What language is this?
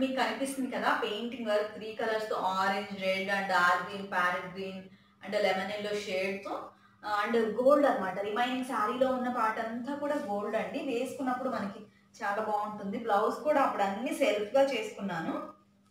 Telugu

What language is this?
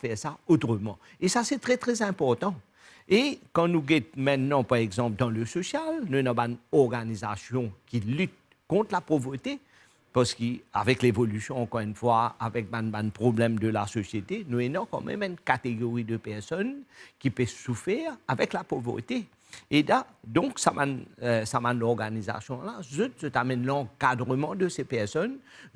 Morisyen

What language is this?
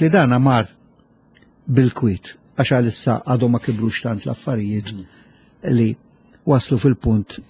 Maltese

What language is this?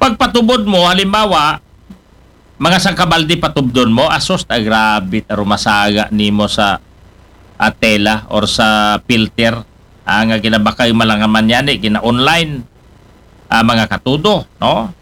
Aklanon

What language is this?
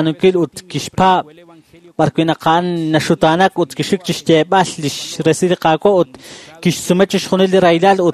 Kekchí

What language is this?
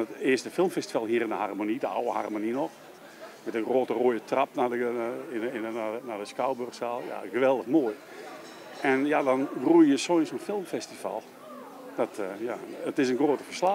Western Frisian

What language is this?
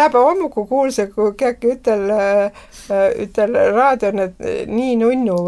Estonian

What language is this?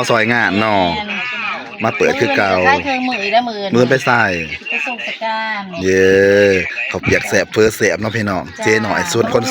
Northeastern Thai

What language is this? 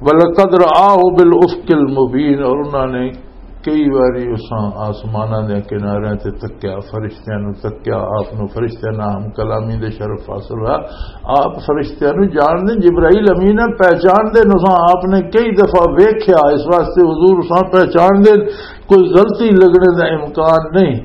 Western Panjabi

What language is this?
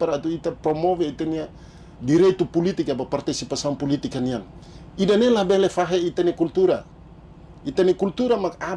Tetum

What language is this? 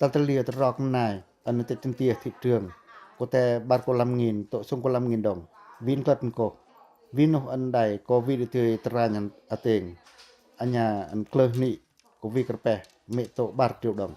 Pacoh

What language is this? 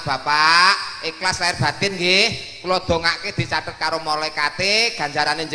Javanese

